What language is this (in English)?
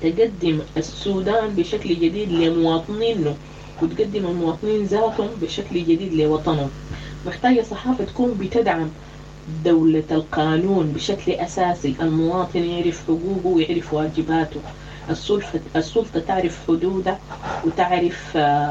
Sudanese Arabic